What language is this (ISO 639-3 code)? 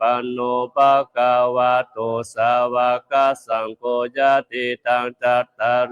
pli